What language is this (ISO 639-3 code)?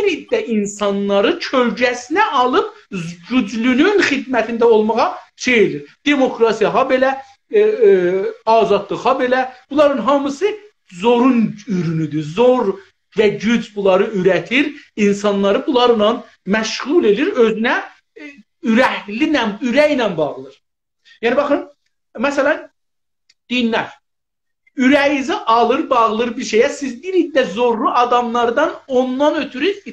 azb